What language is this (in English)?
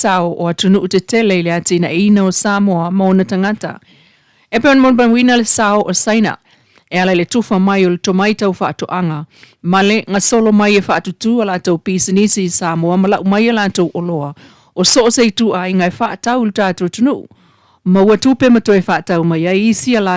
Samoan